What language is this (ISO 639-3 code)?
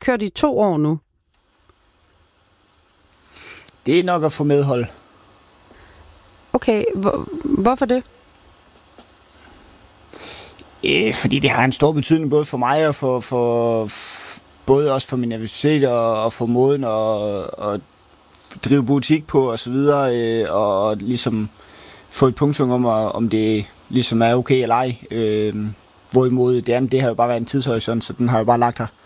dan